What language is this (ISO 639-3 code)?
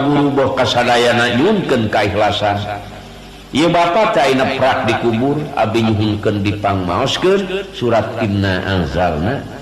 sun